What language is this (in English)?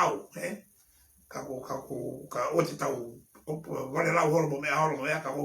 Tongan